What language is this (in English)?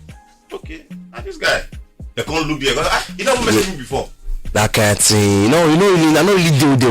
Nigerian Pidgin